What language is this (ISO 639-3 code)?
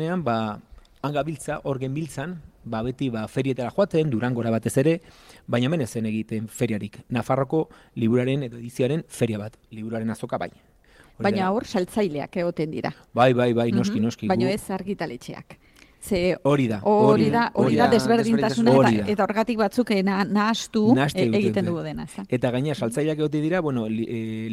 eus